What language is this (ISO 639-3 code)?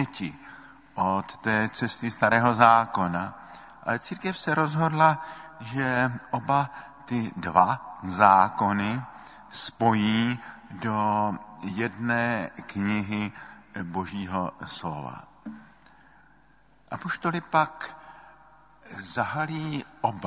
ces